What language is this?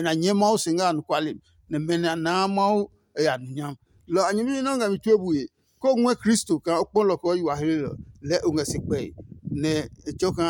Adangme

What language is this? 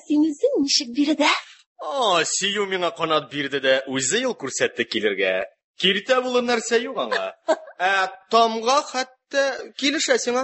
Tatar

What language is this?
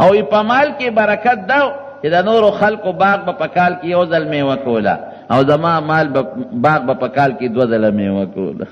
Pashto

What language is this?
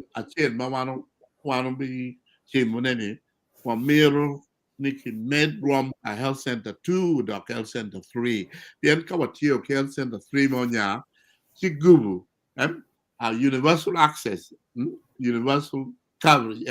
Acoli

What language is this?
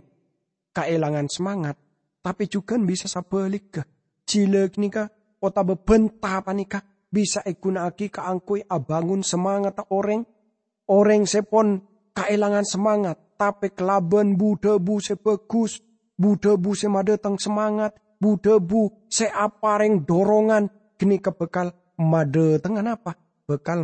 Madurese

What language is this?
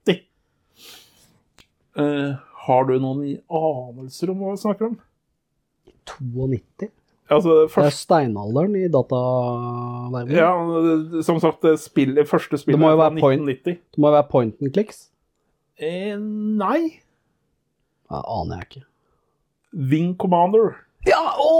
Norwegian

